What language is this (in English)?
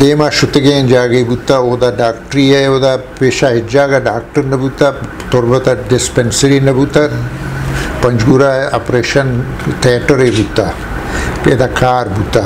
Eastern Balochi